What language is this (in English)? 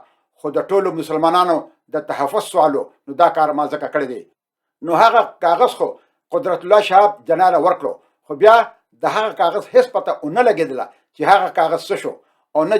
Pashto